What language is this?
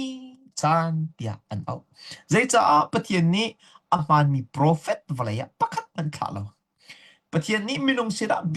Hakha Chin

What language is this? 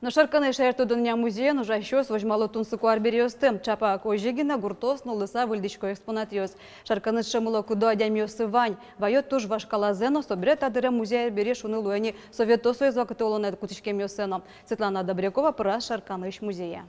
Udmurt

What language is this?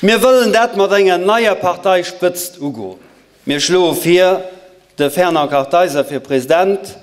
Luxembourgish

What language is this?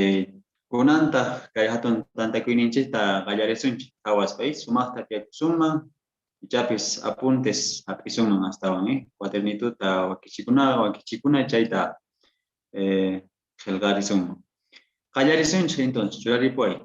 Quechua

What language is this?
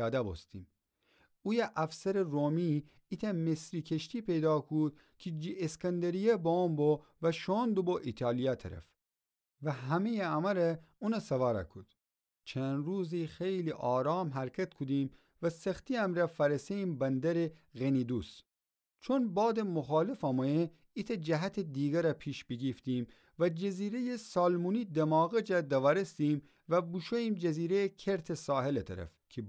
Gilaki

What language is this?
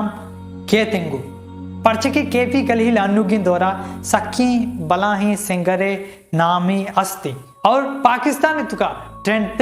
Baluchi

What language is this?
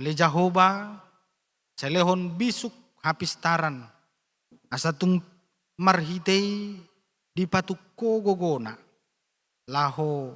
Batak Toba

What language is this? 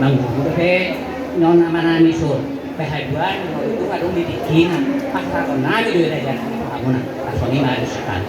Batak Toba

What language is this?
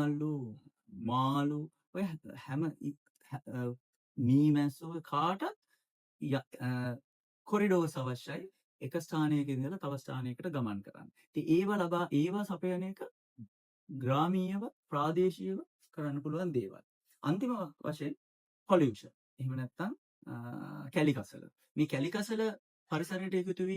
Sinhala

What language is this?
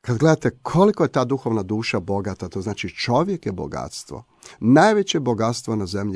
Croatian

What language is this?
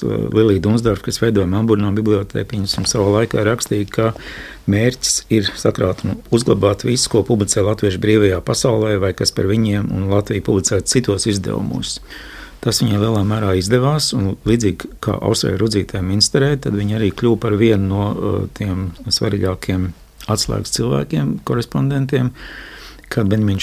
Latvian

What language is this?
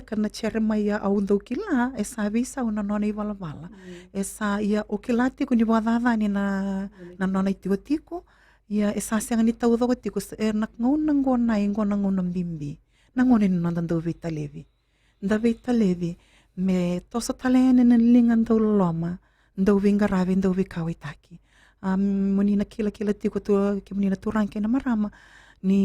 Fijian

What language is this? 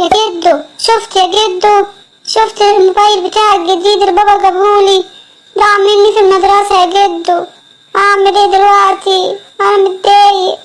Egyptian Arabic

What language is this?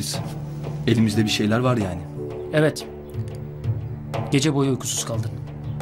Turkish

